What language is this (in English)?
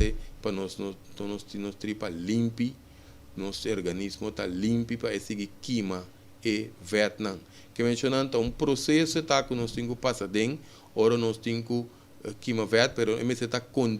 Papiamento